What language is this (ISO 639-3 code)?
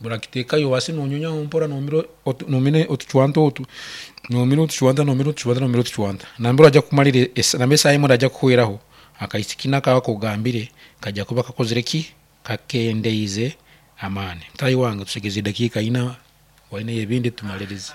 nyn